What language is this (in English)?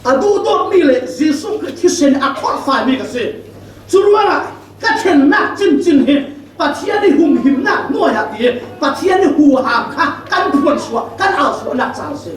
Falam Chin